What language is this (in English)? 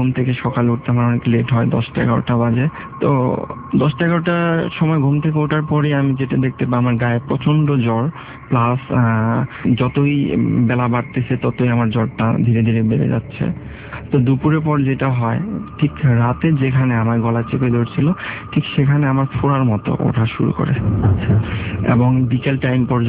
Bangla